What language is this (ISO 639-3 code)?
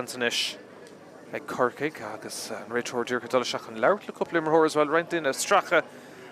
gle